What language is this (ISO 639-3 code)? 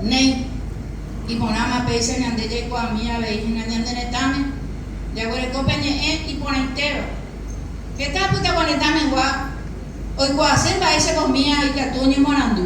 grn